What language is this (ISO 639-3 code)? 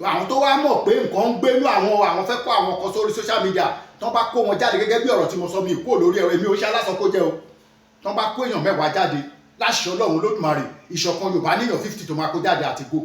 yor